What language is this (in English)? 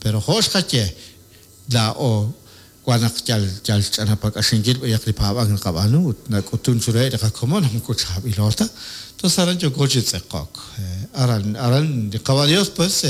Kekchí